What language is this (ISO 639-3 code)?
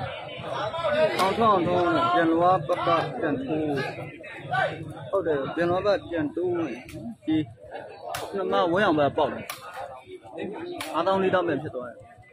mya